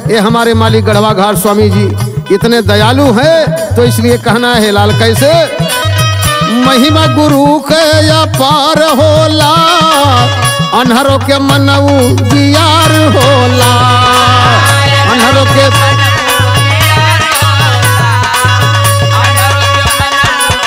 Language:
Bhojpuri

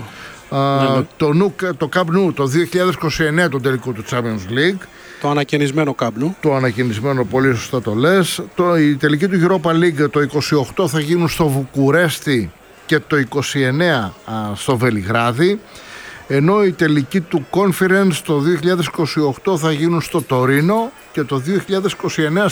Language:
Greek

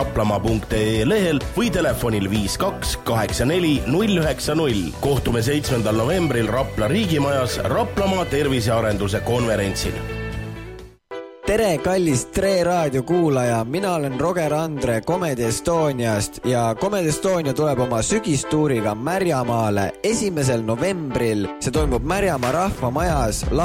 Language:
Estonian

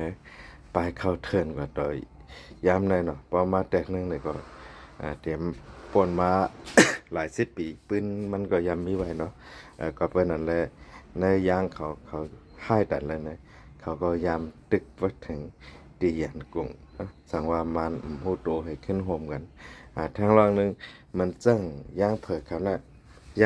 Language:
Shan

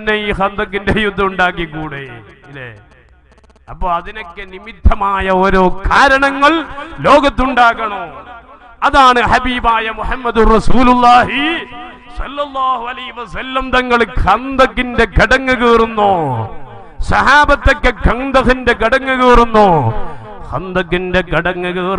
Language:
Malayalam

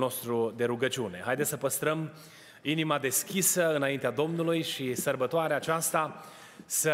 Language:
Romanian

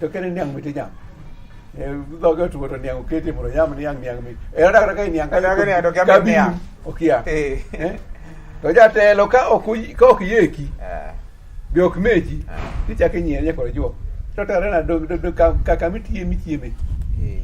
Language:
Luo (Kenya and Tanzania)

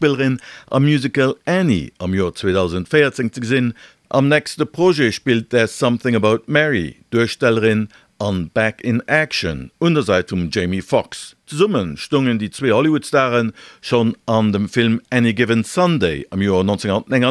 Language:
Luxembourgish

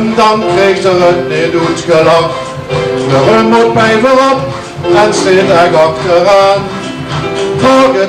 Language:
Limburgish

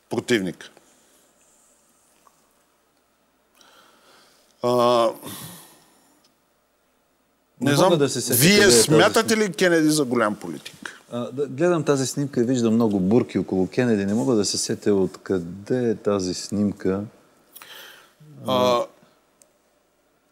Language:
Bulgarian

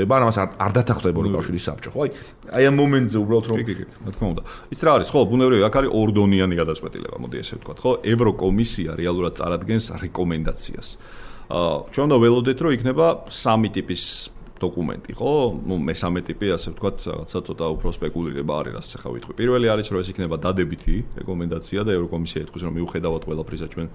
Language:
Georgian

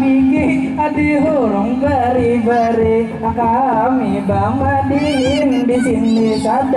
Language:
Banjar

